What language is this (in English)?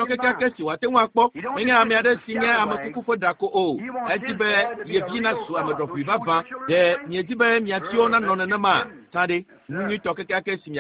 Ewe